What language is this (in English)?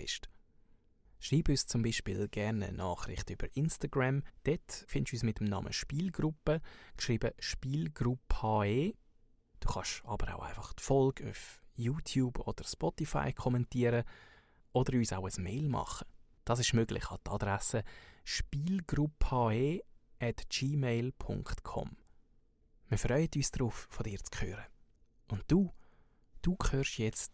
Swiss German